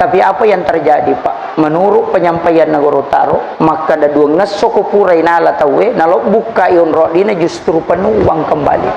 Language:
Buginese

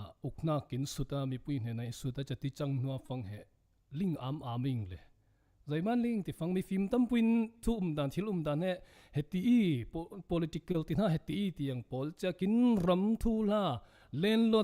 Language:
Falam Chin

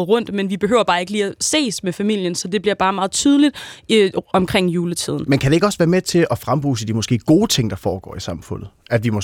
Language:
Danish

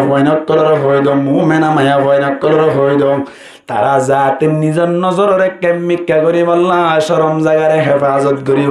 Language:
Rohingya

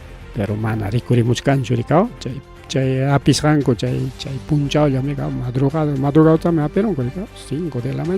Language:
Ayacucho Quechua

